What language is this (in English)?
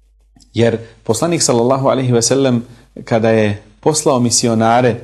Bosnian